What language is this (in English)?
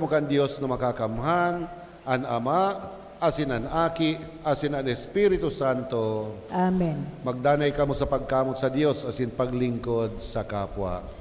Bikol